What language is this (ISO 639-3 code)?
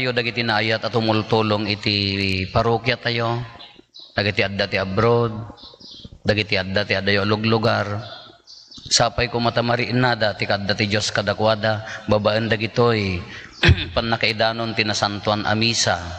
ilo